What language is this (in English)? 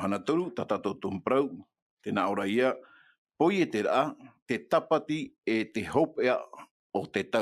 Tahitian